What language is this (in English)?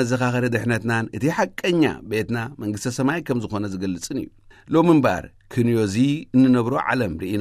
Tigrinya